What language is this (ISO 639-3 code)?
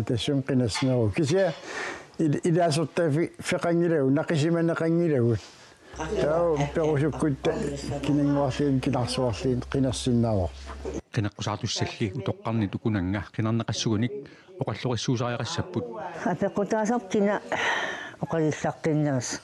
kal